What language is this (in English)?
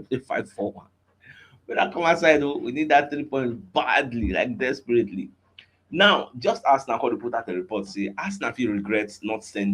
Nigerian Pidgin